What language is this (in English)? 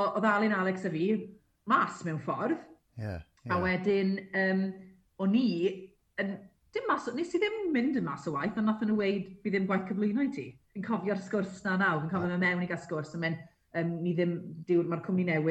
Welsh